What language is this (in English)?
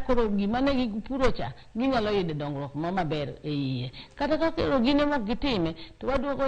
Luo (Kenya and Tanzania)